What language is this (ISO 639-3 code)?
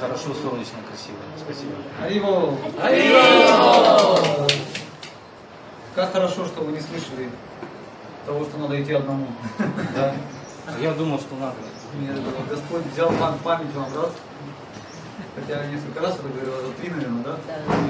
rus